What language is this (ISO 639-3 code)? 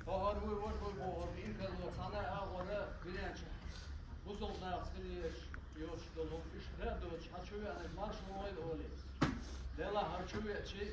che